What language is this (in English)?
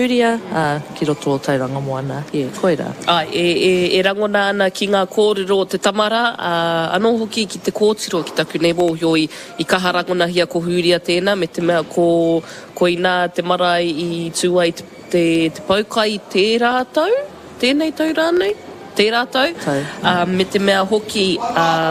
Māori